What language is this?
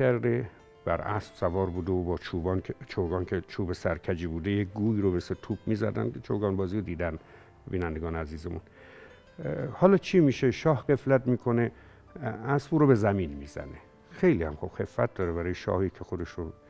Persian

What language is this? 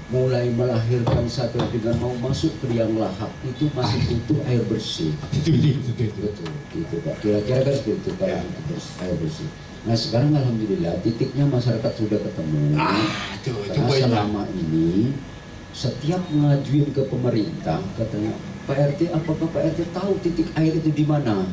Indonesian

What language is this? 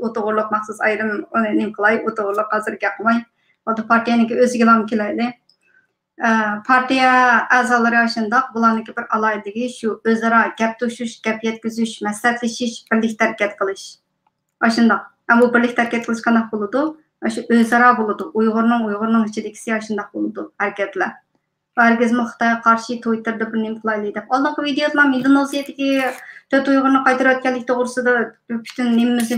Uyghur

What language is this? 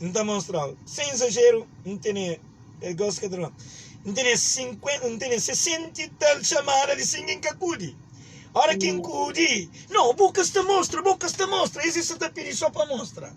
Kabuverdianu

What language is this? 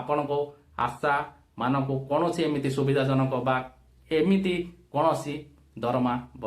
Odia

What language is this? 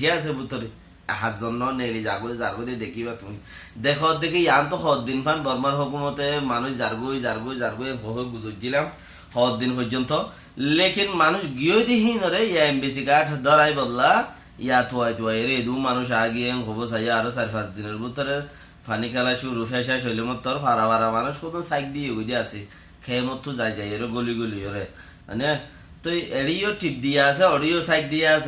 Rohingya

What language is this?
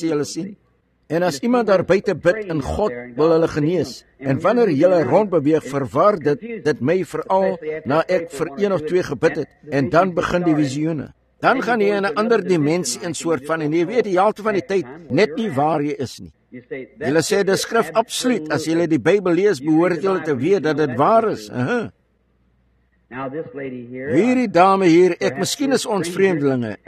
Afrikaans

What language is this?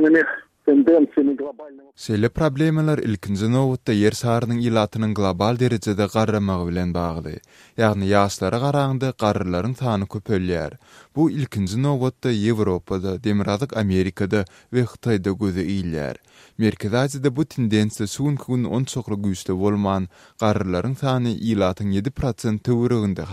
Turkmen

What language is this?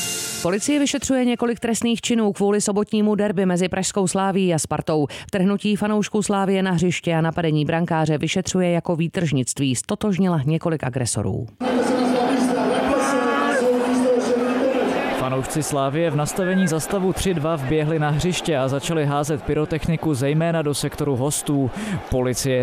Czech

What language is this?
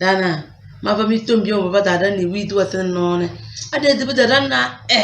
Tem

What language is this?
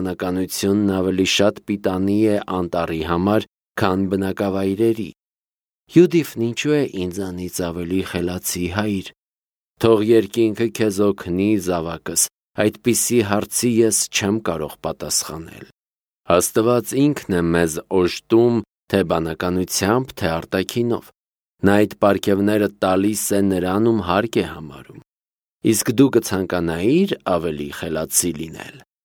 Armenian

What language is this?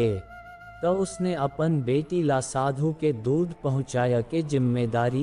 Chhattisgarhi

